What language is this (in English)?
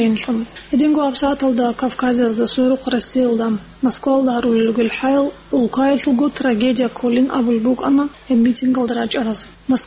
Avaric